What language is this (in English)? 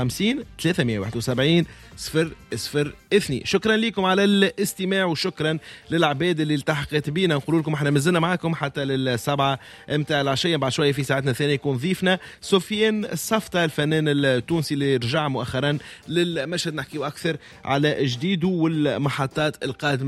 Tunisian Arabic